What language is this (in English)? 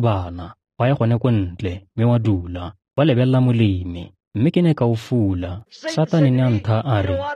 Tswana